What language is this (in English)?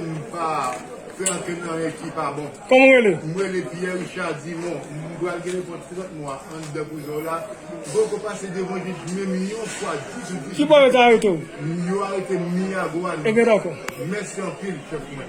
Haitian Creole